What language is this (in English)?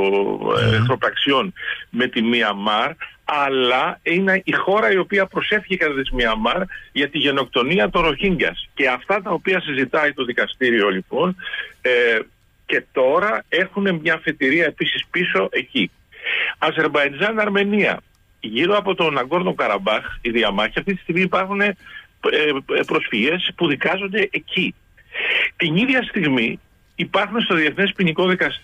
Greek